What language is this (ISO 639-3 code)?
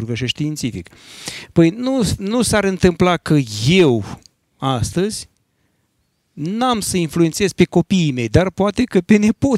ron